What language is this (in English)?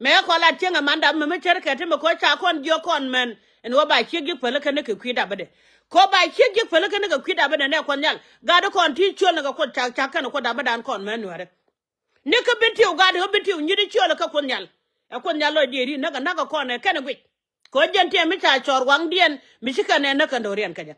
Nuer